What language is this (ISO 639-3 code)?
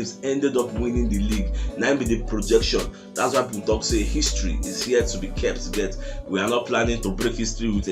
pcm